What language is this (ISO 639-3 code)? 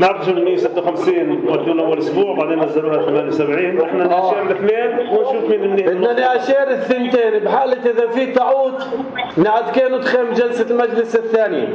apc